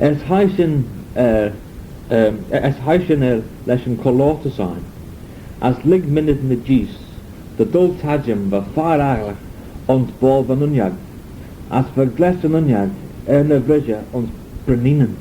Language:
Manx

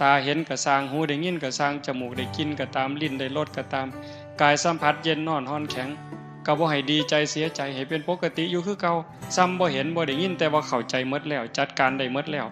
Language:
Northeastern Thai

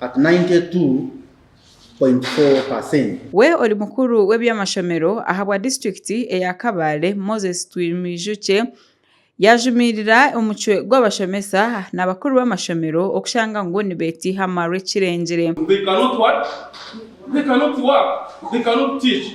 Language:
Nyankole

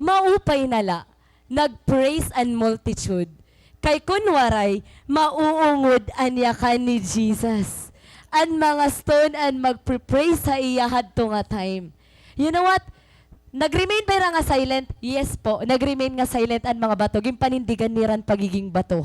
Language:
Waray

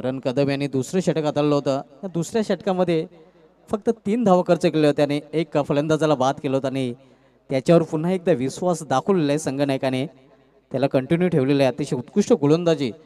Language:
Marathi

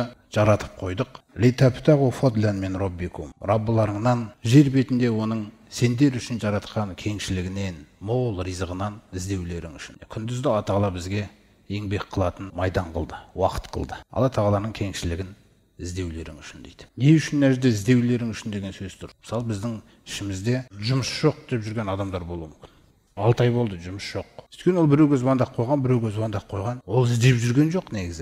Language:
Kazakh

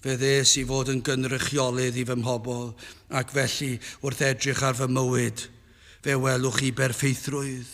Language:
Welsh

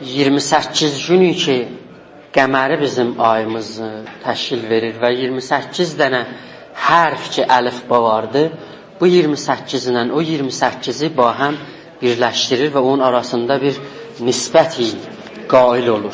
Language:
South Azerbaijani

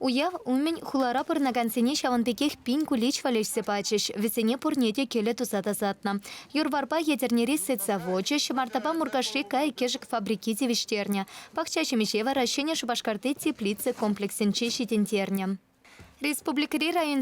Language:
Chuvash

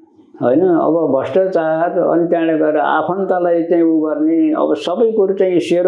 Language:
Nepali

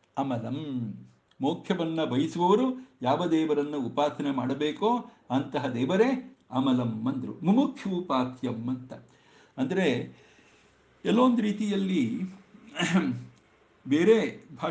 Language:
Kannada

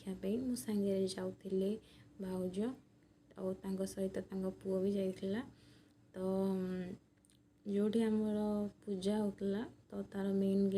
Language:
Odia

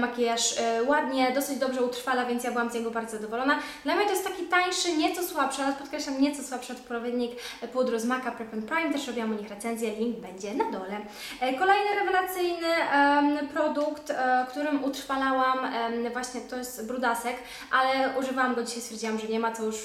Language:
Polish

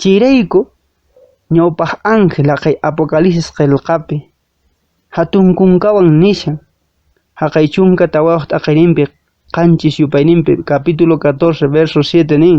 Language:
Quechua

